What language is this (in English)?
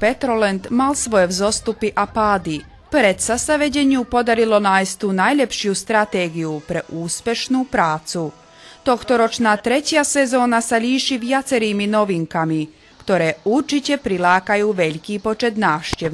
Slovak